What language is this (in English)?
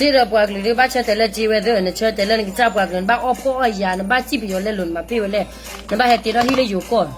S'gaw Karen